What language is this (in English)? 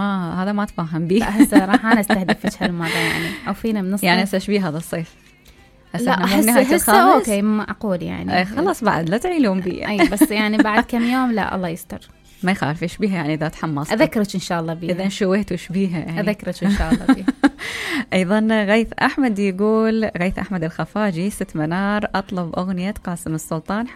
Mesopotamian Arabic